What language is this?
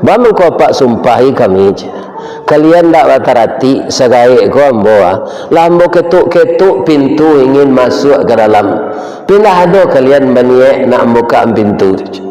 Minangkabau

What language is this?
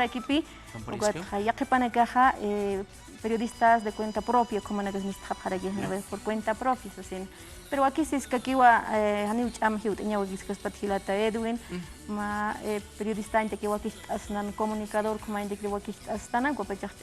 Aymara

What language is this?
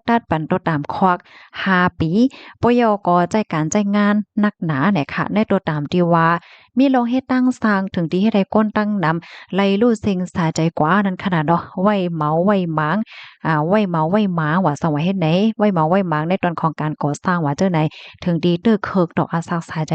Shan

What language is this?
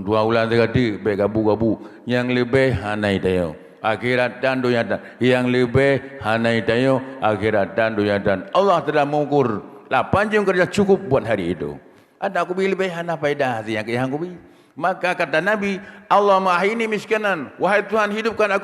Achinese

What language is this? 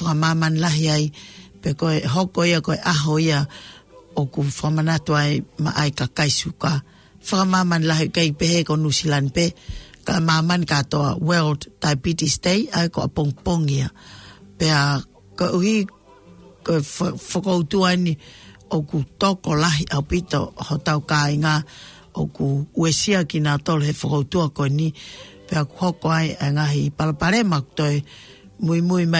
Tongan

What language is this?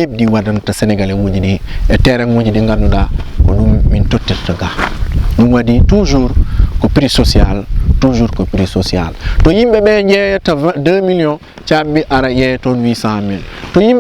Fula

